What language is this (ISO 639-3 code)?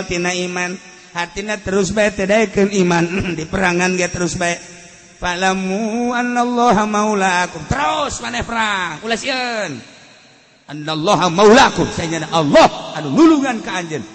sun